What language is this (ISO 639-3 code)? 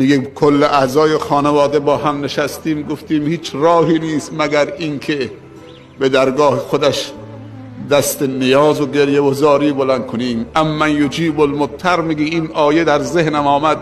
tgk